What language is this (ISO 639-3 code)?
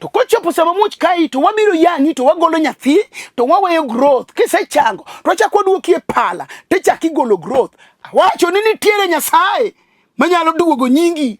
luo